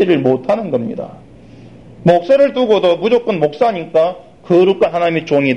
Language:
Korean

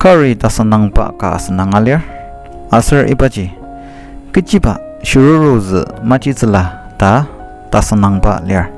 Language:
Ao Naga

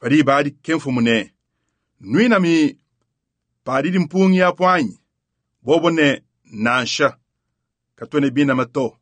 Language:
Luba-Lulua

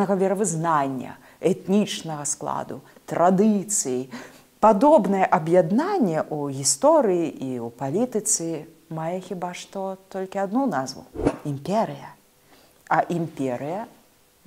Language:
Belarusian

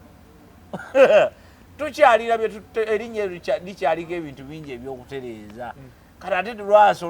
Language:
Ganda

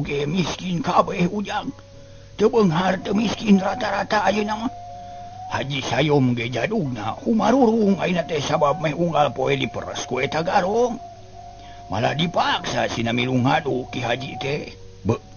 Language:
Sundanese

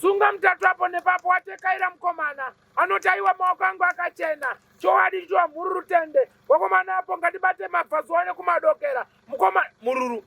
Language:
Shona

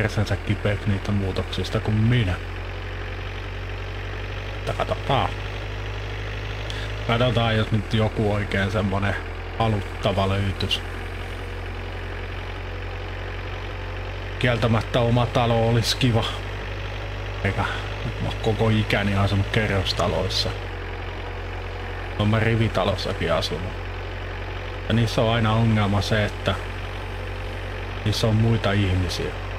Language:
Finnish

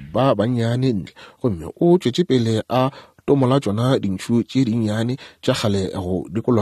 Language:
Northern Sotho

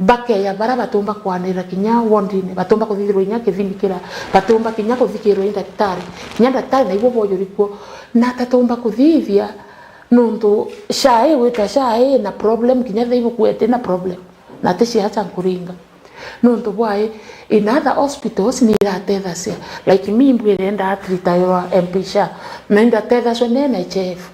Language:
Meru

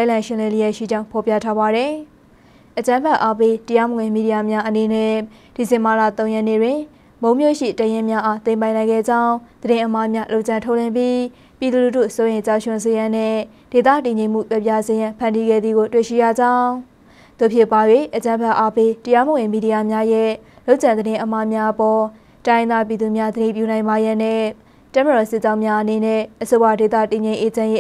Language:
Burmese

